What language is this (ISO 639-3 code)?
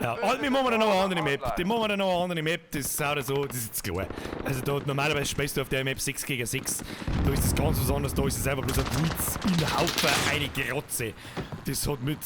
bar